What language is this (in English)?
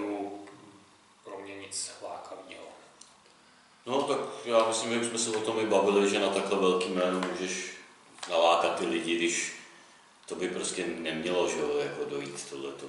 Czech